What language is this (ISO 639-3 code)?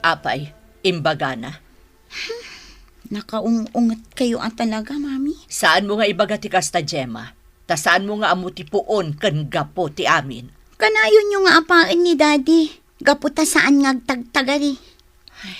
ilo